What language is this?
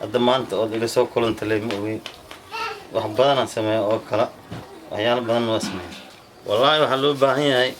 Somali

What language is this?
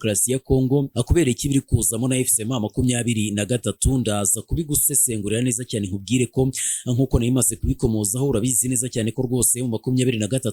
Kinyarwanda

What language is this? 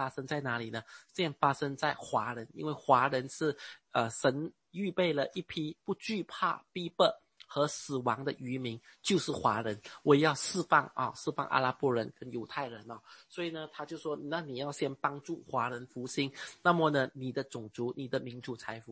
Chinese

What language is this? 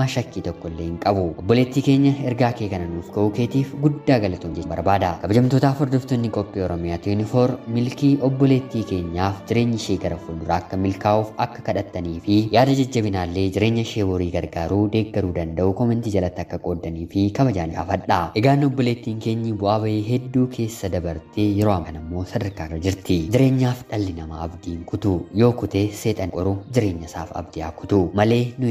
Oromo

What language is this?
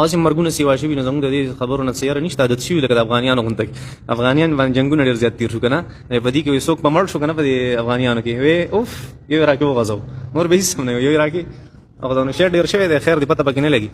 Pashto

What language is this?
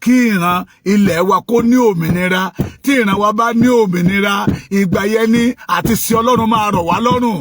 Yoruba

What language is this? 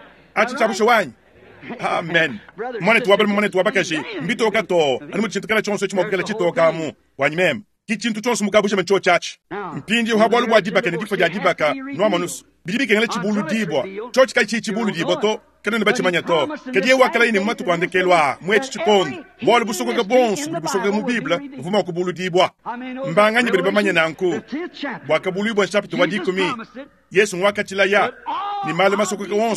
Luba-Lulua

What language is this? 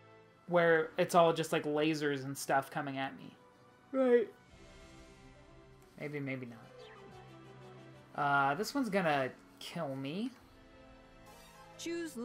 English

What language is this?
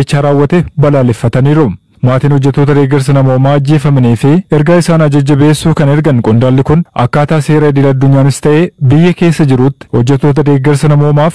Oromo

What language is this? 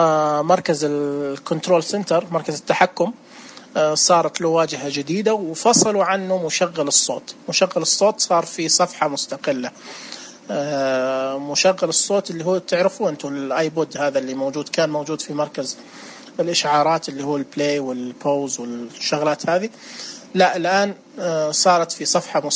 Najdi Arabic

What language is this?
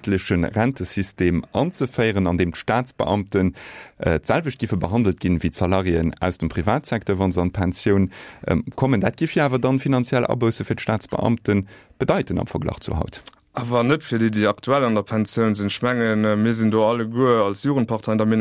Luxembourgish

